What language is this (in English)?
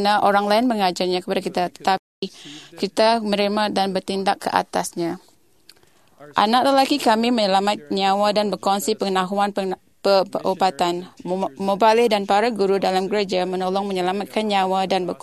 Malay